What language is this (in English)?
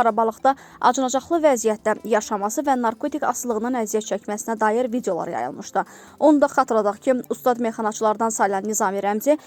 Azerbaijani